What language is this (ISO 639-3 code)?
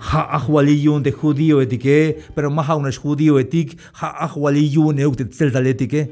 tzh